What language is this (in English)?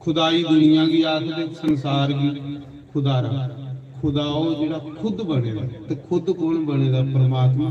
Dogri